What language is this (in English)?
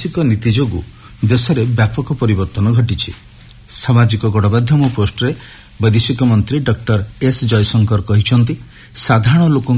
Odia